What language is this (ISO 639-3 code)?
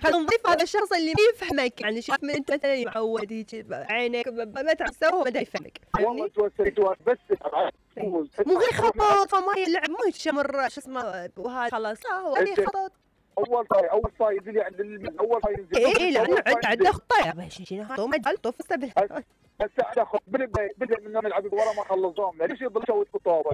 acm